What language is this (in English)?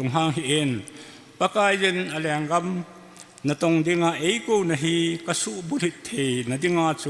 Thado Chin